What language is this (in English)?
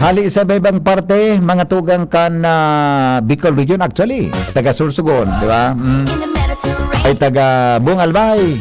Bikol